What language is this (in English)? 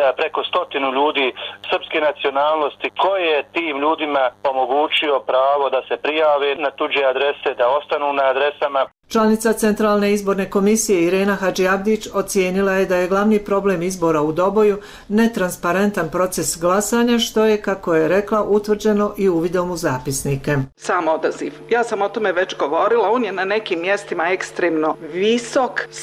Bosnian